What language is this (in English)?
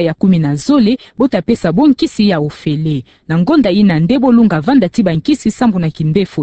Kituba (Democratic Republic of Congo)